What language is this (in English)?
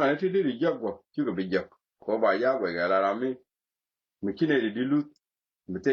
Nuer